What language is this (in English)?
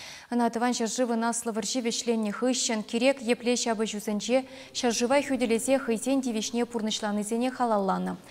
Chuvash